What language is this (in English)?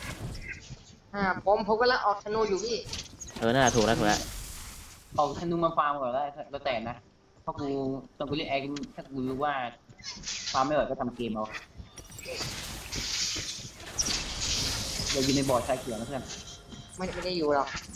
Thai